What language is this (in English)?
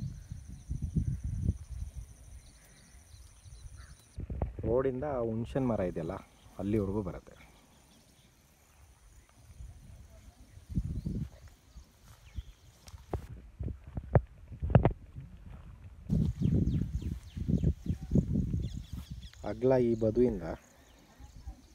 Kannada